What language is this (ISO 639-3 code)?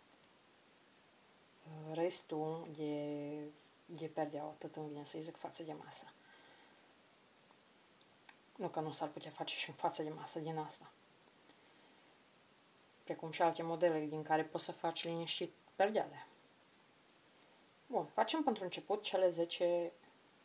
ron